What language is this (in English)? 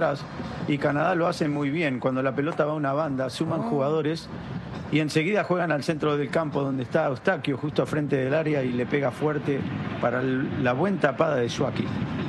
Spanish